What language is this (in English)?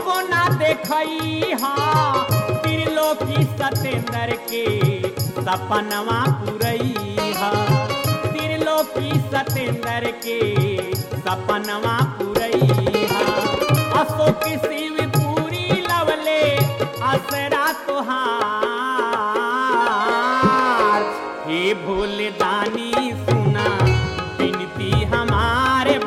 Bhojpuri